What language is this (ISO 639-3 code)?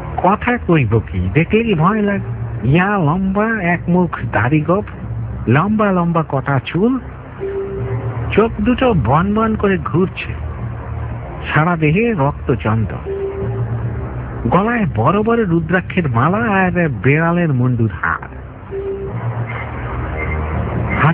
ben